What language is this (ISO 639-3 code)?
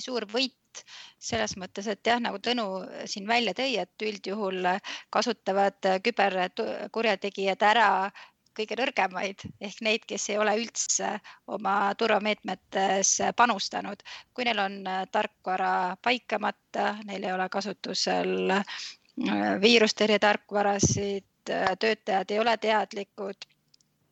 est